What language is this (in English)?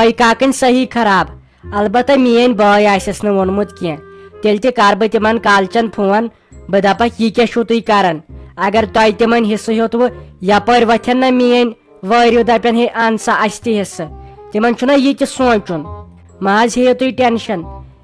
Kashmiri